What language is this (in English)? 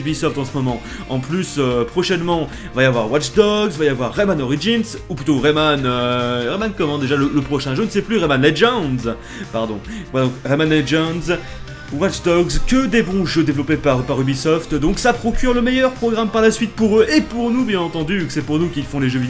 French